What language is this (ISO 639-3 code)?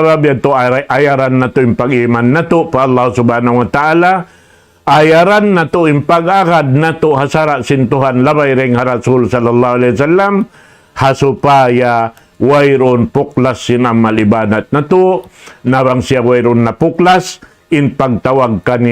tsg